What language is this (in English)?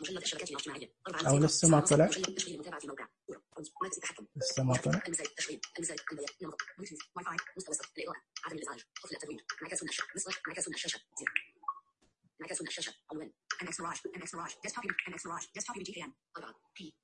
Najdi Arabic